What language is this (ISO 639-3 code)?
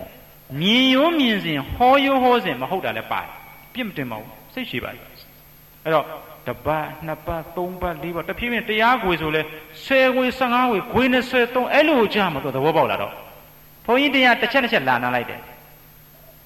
mya